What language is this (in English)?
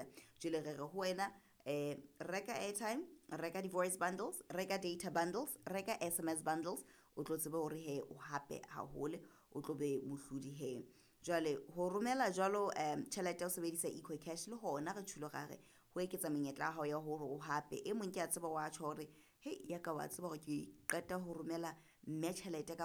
Southern Sotho